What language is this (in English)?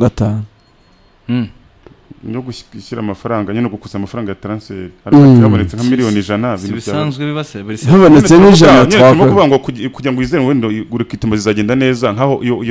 Kinyarwanda